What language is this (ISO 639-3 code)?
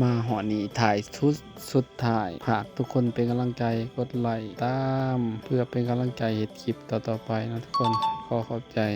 lao